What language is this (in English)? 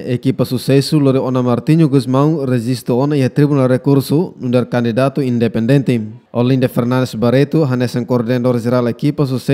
Tetum